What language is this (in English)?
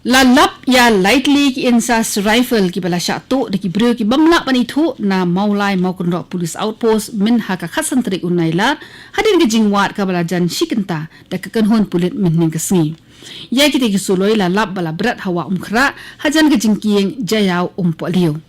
Khasi